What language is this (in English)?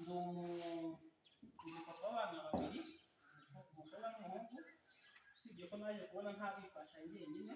Kinyarwanda